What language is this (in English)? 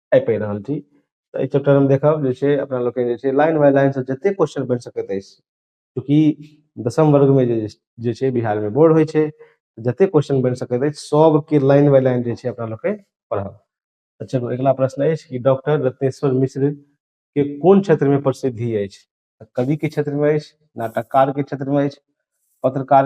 Maithili